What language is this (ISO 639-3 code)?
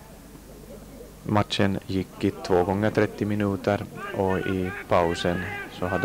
swe